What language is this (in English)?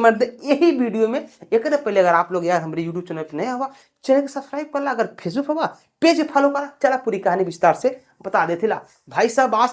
Bhojpuri